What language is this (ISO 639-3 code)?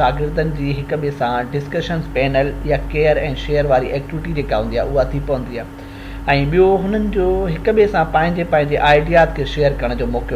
snd